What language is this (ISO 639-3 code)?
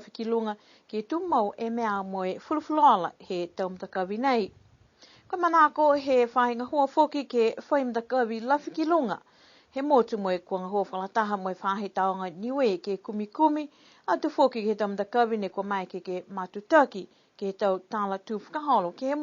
niu